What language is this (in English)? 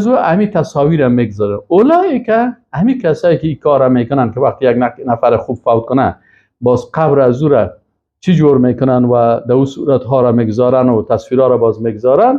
Persian